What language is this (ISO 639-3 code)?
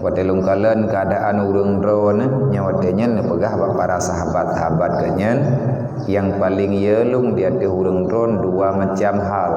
ace